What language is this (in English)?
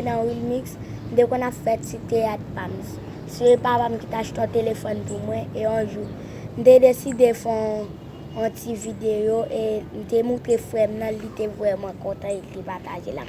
Haitian Creole